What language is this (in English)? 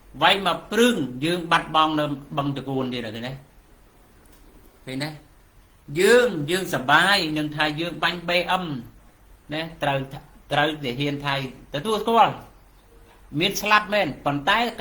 Khmer